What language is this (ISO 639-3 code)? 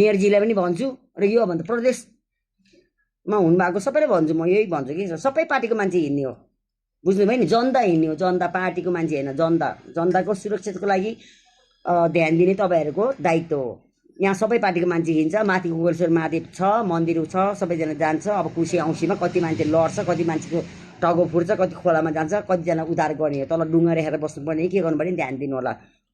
nep